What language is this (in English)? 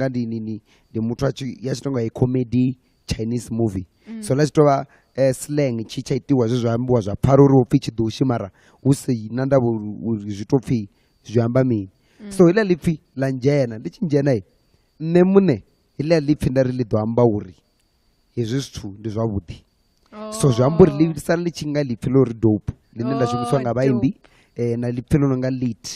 Venda